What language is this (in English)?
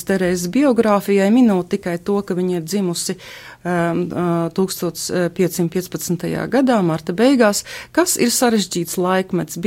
Latvian